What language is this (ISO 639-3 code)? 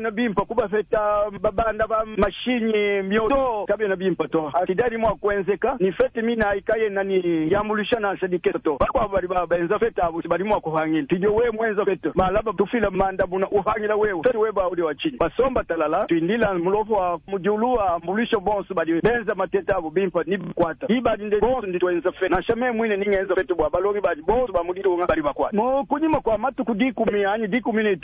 lua